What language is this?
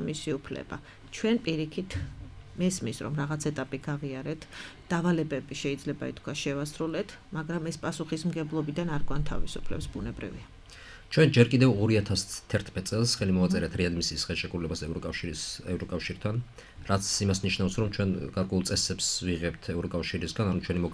Georgian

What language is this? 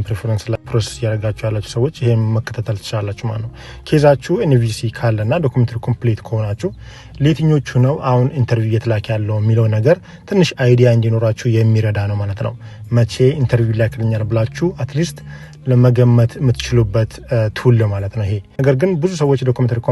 Amharic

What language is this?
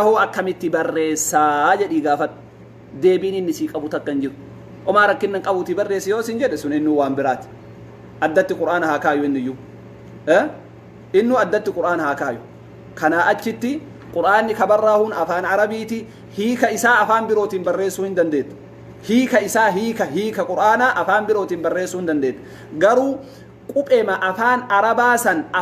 Oromo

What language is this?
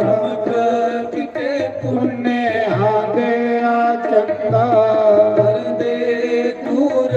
Dogri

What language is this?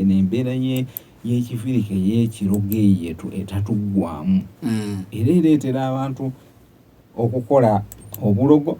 Ganda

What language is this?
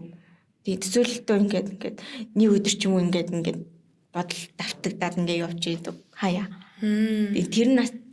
Mongolian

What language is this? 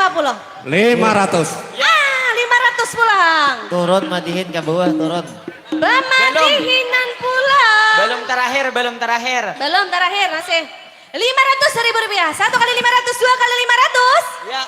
Banjar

